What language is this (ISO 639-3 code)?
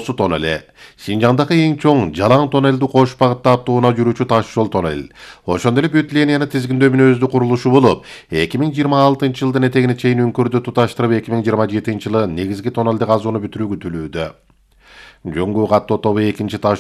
kir